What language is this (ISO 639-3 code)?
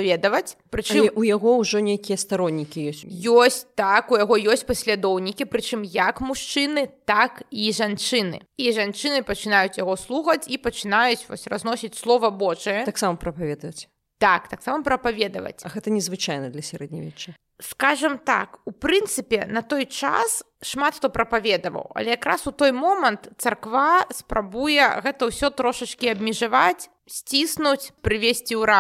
bel